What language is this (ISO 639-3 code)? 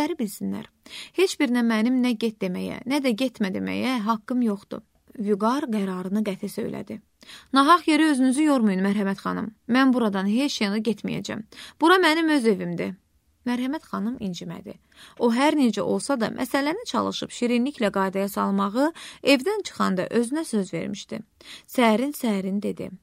aze